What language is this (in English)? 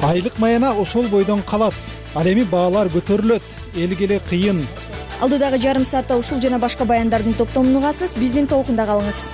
Kyrgyz